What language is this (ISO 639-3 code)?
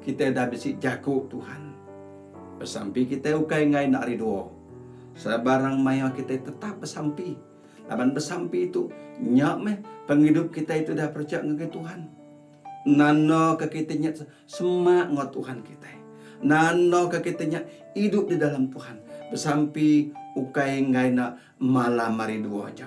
iba